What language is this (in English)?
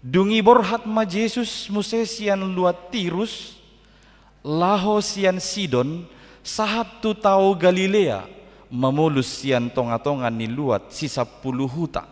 Batak Toba